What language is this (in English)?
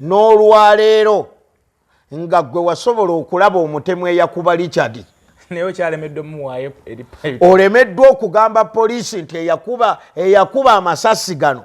Ganda